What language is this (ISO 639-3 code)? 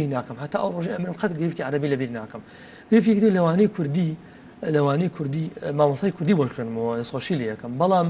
ckb